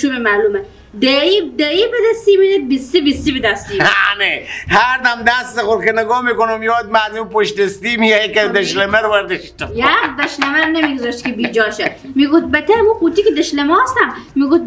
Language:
Persian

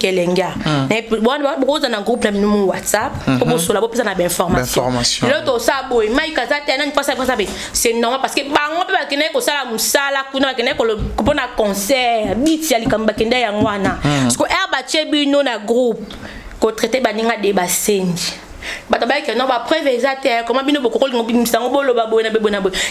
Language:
Lingala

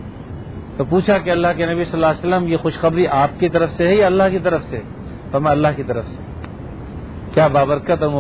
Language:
Urdu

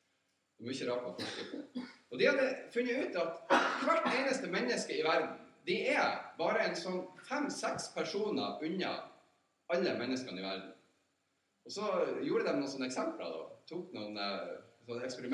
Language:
Norwegian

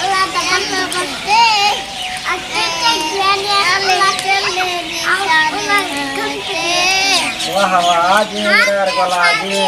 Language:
Saraiki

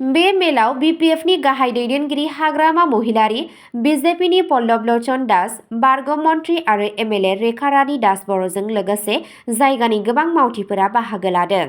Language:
Bodo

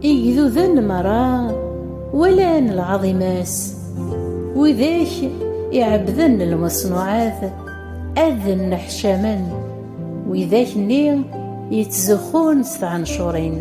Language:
Kabyle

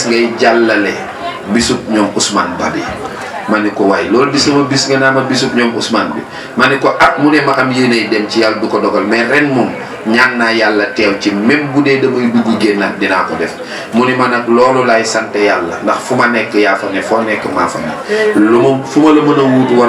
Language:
Wolof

